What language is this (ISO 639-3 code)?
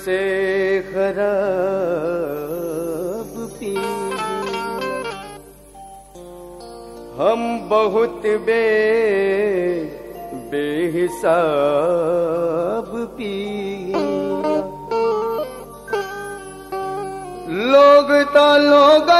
bho